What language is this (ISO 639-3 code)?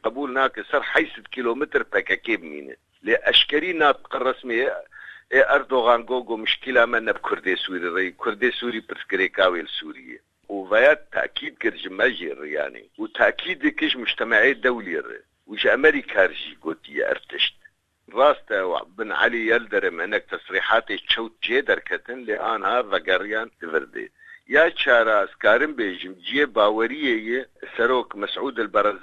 kur